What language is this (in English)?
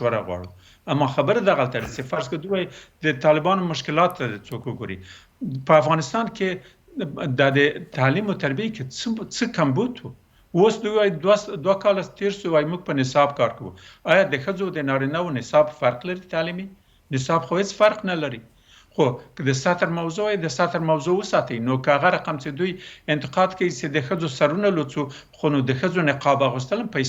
Pashto